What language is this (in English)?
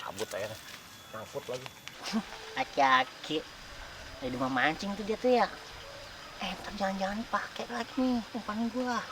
Betawi